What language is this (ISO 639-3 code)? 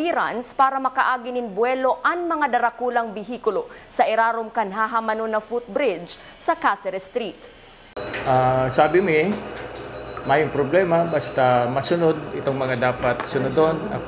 bik